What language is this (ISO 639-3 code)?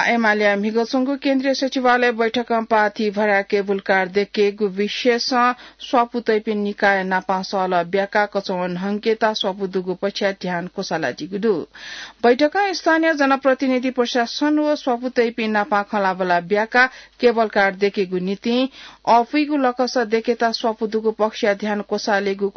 new